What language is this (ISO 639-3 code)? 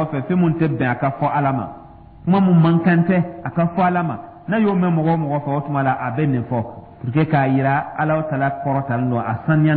dyu